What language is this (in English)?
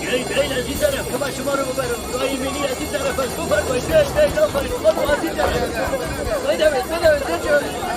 Persian